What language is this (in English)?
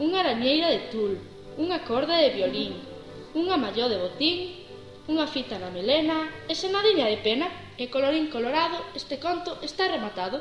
Galician